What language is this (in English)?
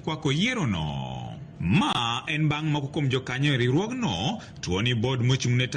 Luo (Kenya and Tanzania)